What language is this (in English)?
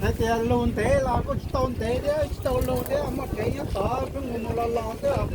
Hmong